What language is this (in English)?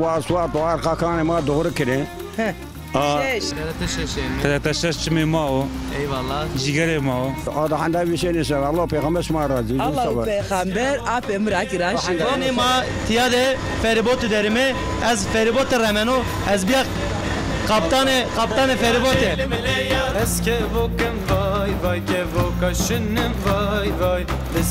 Zaza